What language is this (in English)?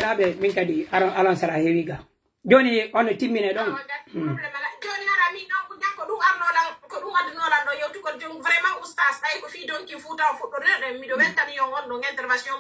Pular